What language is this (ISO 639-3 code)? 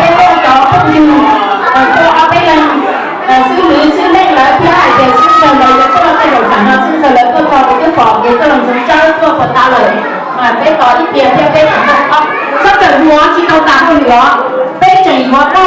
hmn